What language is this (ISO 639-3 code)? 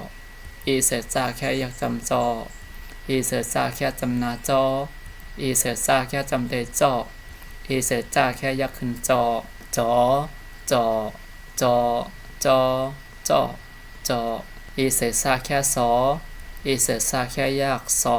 shn